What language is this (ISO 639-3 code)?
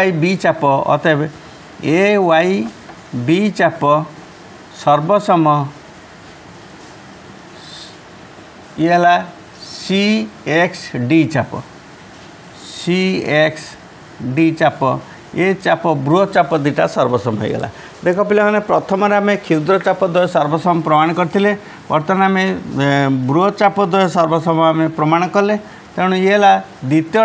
ori